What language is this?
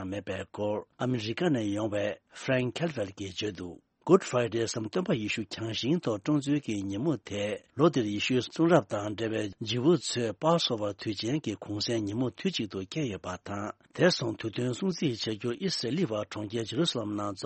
Tibetan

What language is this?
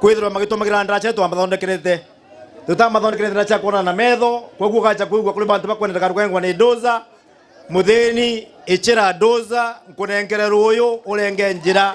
Meru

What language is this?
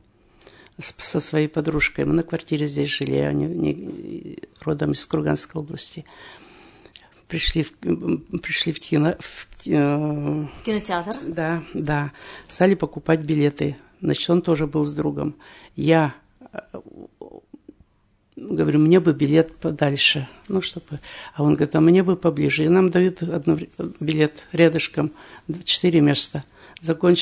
Russian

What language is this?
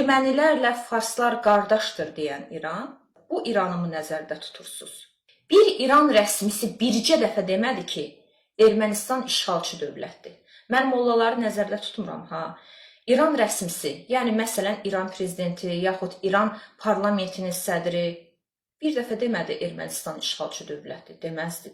Azerbaijani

